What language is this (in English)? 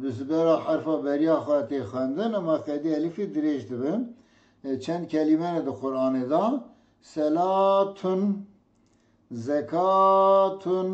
Kurdish